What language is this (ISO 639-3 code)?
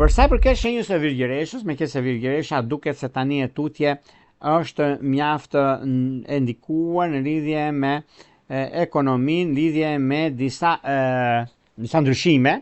sqi